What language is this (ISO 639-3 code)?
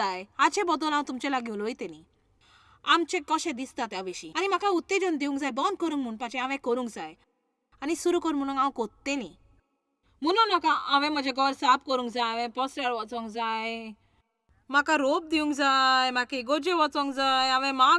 kok